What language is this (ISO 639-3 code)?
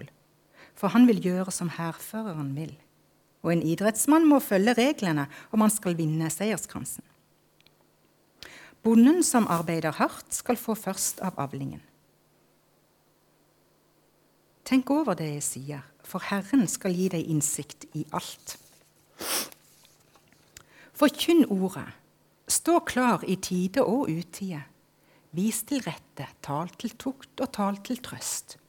nor